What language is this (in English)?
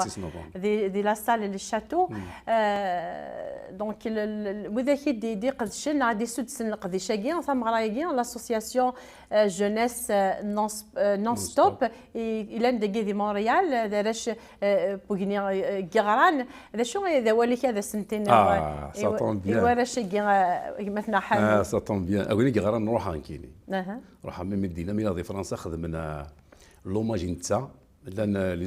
Kabyle